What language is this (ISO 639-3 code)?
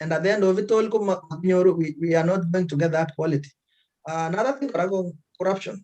kln